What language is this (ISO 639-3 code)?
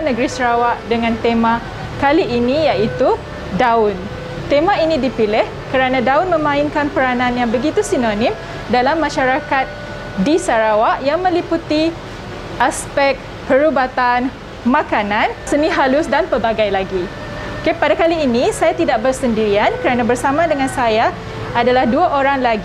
msa